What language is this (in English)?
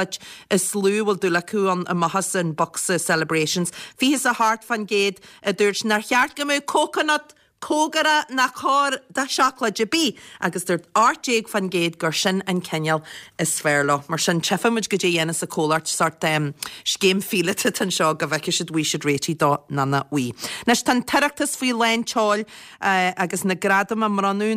Irish